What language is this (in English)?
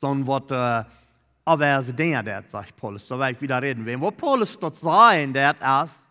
Plautdietsch